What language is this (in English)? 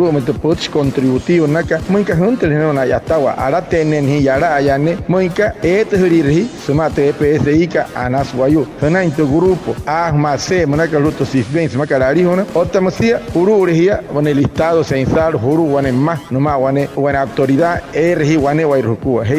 Wayuu